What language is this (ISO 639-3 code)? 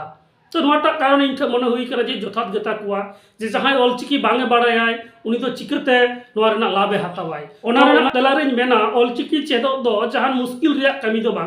sat